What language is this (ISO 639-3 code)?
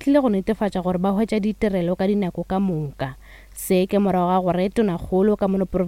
nso